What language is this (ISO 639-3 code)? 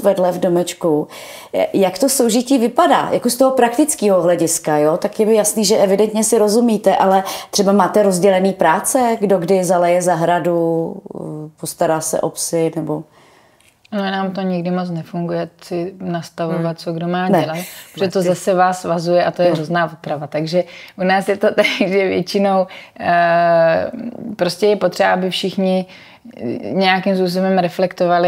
ces